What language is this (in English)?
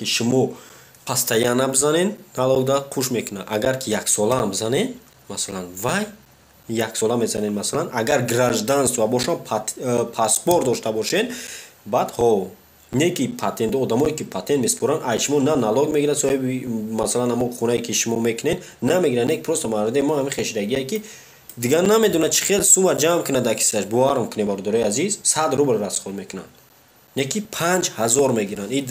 Tajik